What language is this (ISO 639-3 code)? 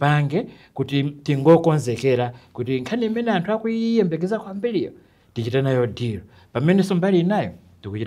nya